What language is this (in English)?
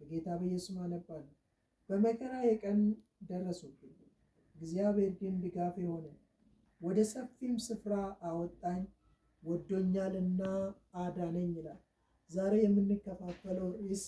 Amharic